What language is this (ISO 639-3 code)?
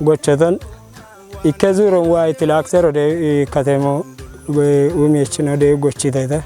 kbr